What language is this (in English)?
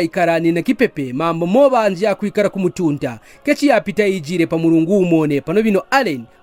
Kaonde